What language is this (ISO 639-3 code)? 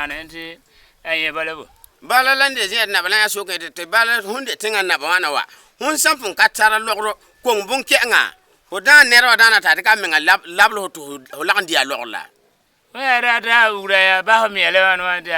gur